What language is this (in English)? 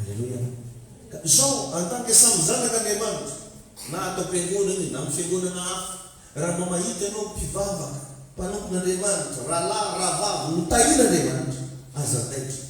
Malagasy